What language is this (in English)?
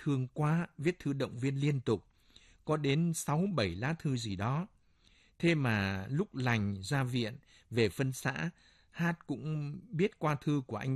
Vietnamese